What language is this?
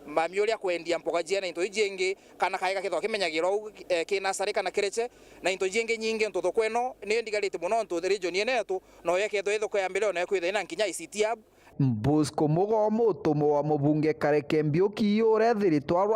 Meru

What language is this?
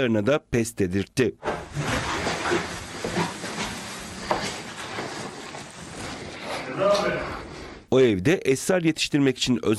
Turkish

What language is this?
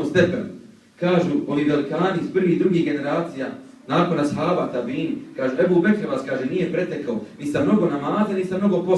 Bosnian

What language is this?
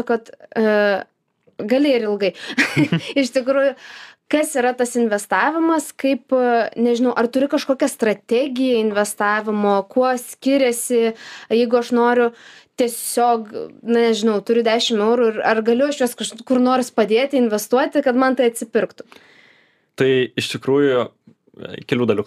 Lithuanian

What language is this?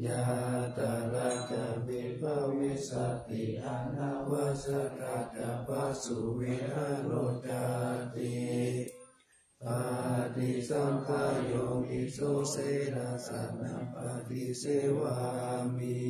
Pali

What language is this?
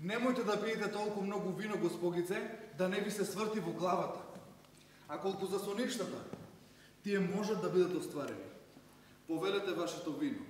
Macedonian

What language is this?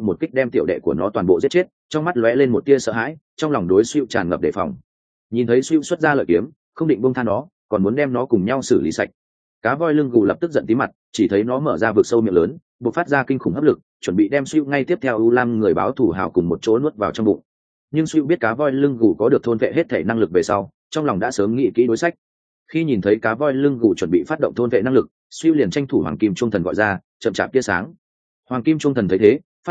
Vietnamese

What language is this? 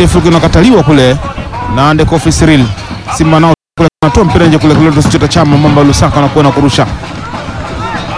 Swahili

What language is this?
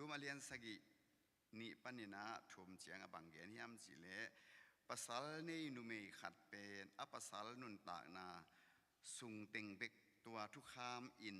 Tedim Chin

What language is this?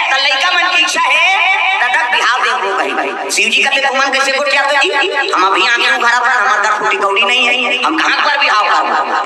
Chhattisgarhi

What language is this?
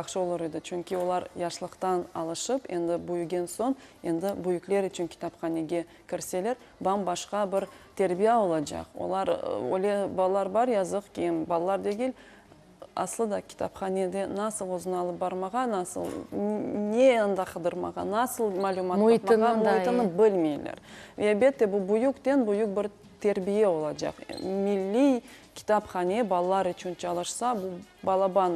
Crimean Tatar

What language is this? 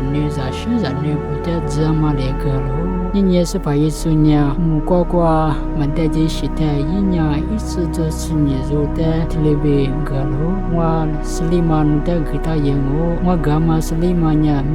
Lisu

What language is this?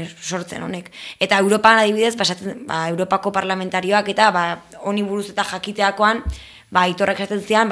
Basque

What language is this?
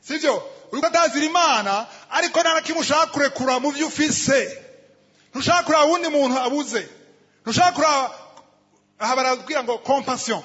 Rundi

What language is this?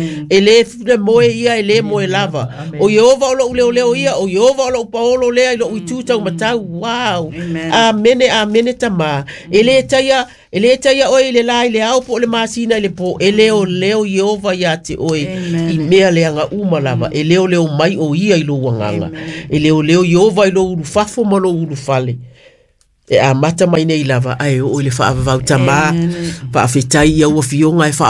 Samoan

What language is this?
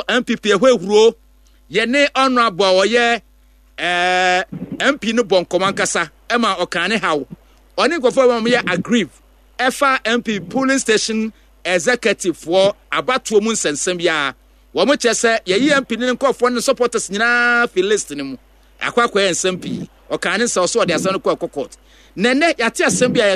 Akan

